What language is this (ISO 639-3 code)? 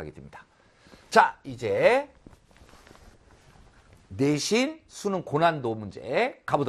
kor